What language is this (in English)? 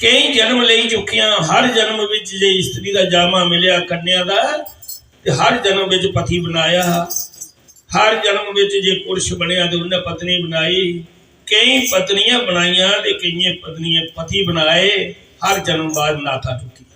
Dogri